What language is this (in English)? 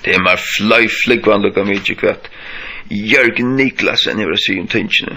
Faroese